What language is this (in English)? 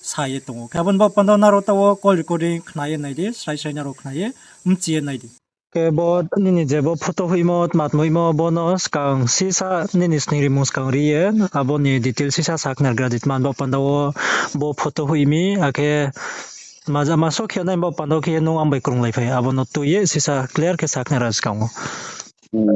Riang (India)